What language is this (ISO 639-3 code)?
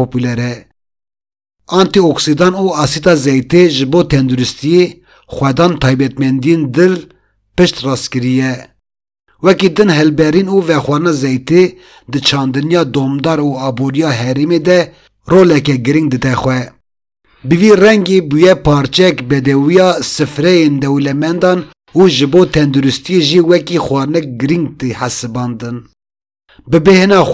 kur